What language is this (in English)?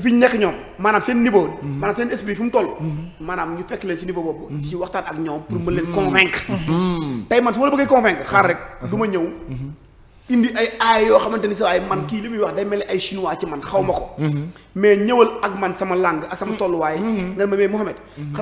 Wolof